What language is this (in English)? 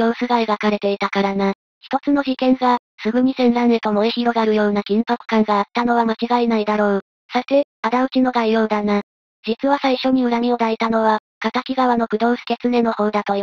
Japanese